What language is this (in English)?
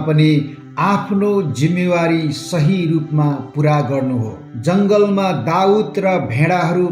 Nepali